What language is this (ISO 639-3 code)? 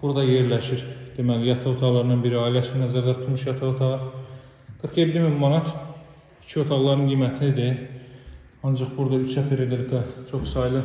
aze